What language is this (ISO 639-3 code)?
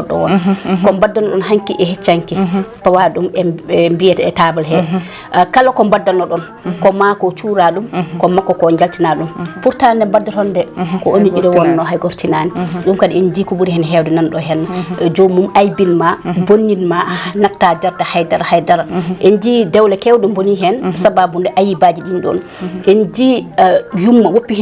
ful